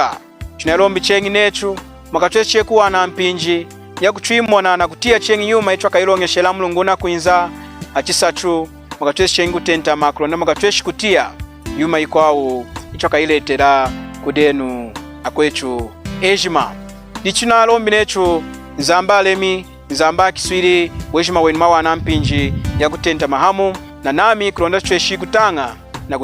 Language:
Lunda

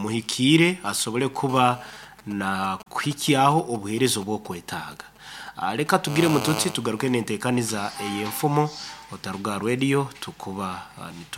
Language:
Nyoro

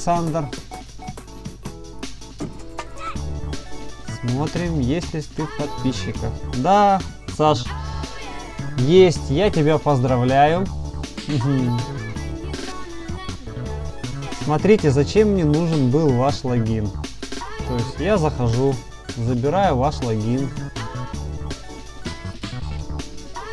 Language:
Russian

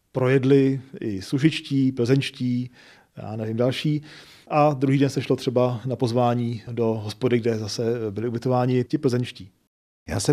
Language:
Czech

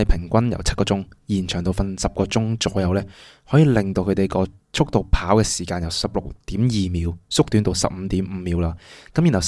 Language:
Cantonese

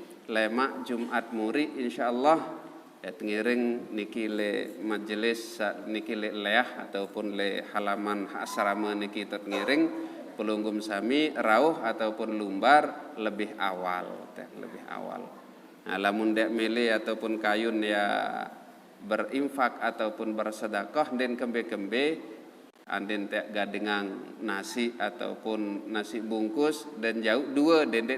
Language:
Sasak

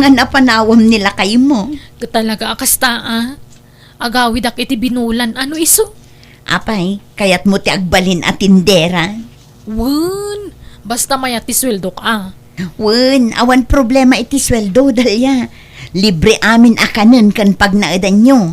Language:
Iloko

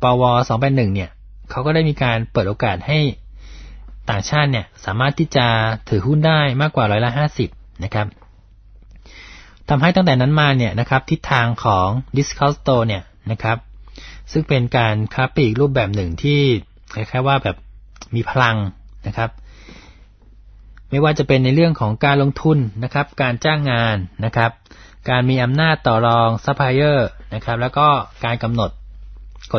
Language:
Thai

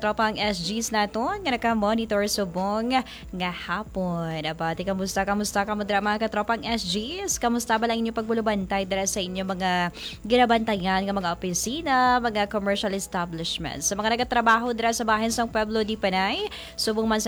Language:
Hiligaynon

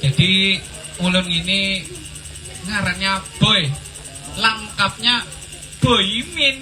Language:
Banjar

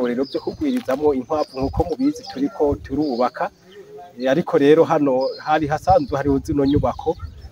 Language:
Rundi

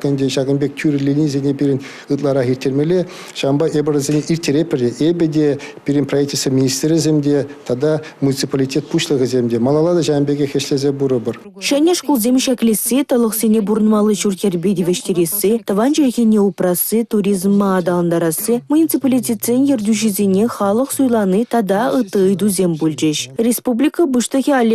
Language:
Chuvash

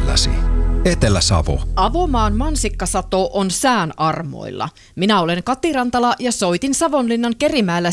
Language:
Finnish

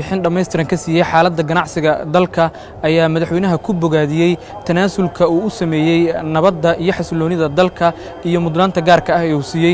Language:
Somali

